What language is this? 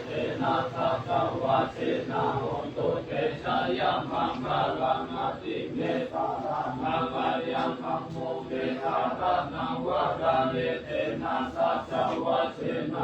Pali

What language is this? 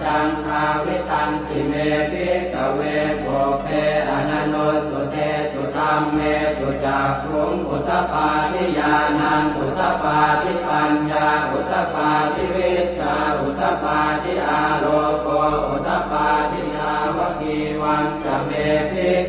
Pali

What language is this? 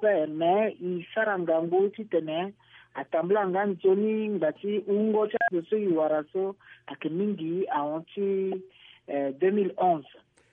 Sango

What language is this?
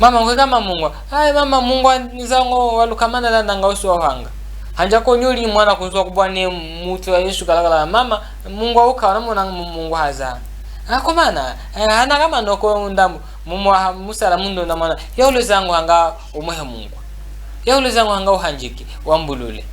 Chokwe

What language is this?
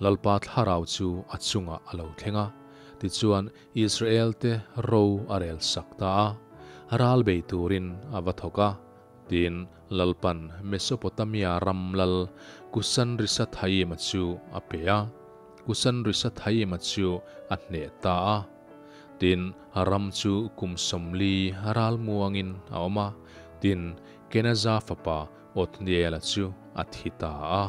Mizo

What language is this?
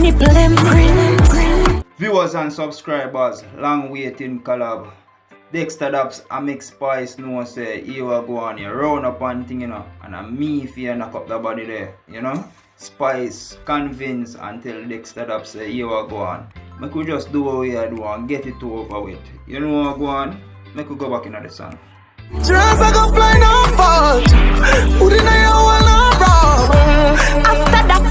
Jamaican Creole English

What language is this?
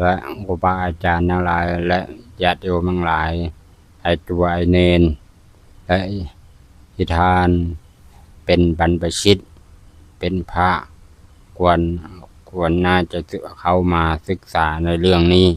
Lao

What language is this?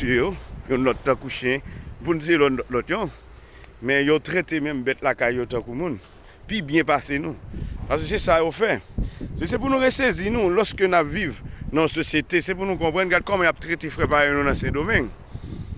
Haitian Creole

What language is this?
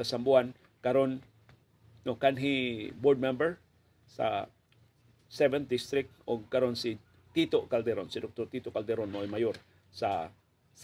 Cebuano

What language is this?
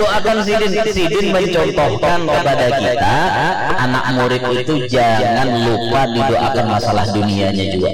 Banjar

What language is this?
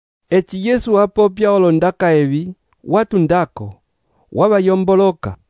Umbundu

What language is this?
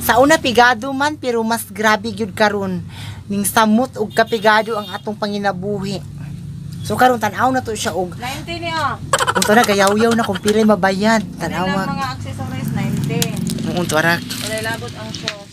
Cebuano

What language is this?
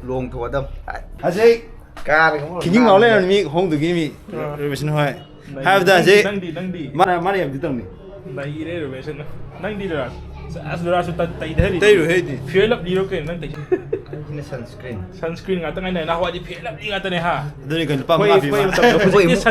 Manipuri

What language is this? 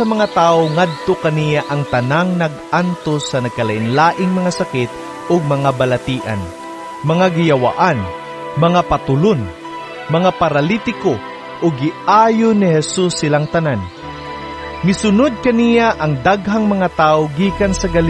Cebuano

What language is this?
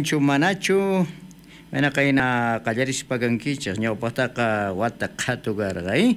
South Bolivian Quechua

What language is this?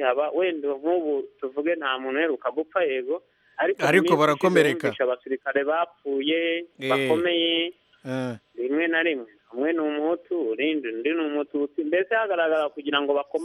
Kinyarwanda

